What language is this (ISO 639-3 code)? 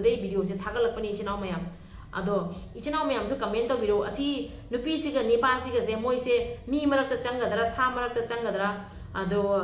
mni